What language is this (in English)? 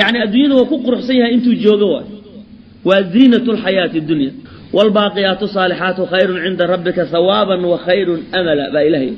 Somali